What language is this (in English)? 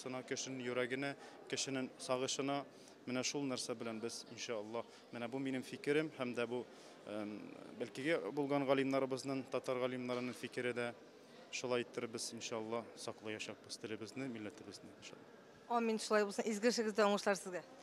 Tatar